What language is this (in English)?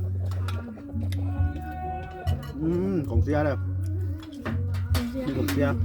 Lao